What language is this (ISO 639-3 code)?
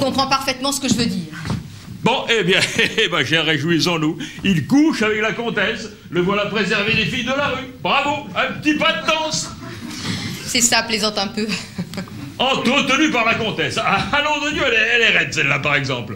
fra